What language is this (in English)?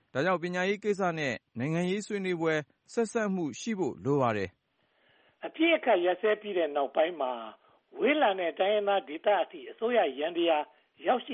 Burmese